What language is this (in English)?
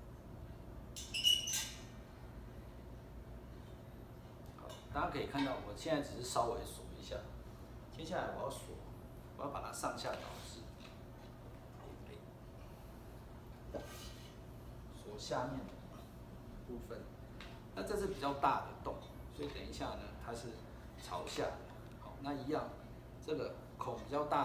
Chinese